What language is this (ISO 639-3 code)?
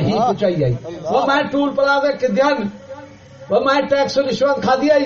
skr